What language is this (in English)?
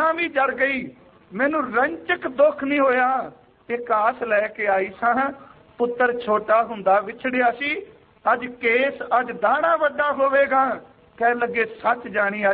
Punjabi